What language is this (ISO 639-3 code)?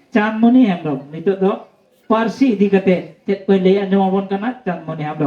sat